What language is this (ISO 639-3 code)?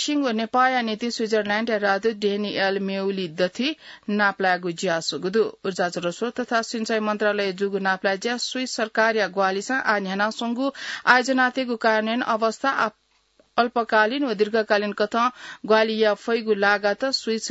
new